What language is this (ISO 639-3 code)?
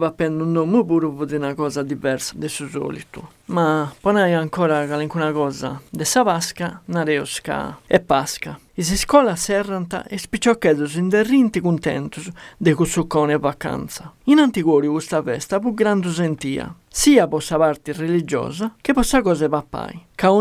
srd